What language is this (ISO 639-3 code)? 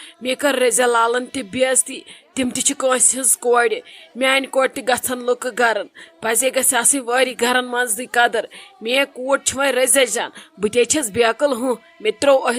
kas